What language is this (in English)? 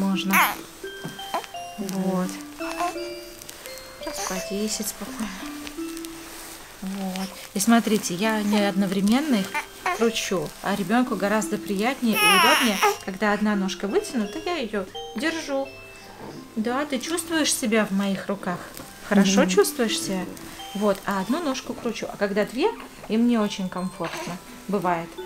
Russian